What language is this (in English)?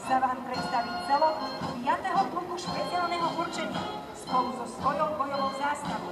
Slovak